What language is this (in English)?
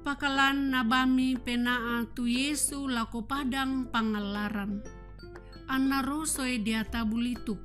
Toraja-Sa'dan